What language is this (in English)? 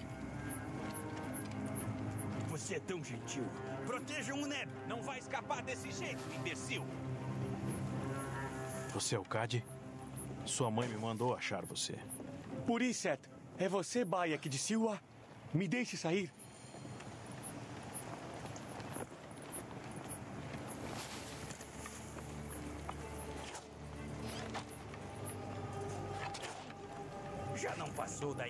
Portuguese